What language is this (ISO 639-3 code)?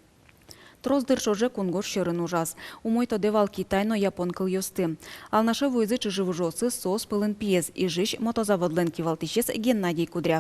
udm